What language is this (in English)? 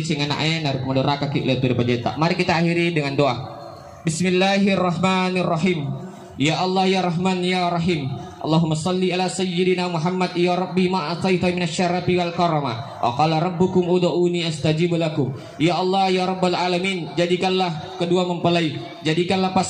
Buginese